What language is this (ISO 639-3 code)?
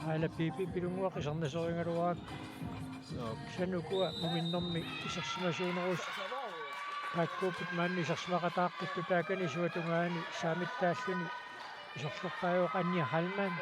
kal